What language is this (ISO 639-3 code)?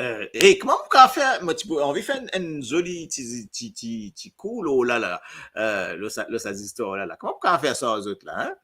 mfe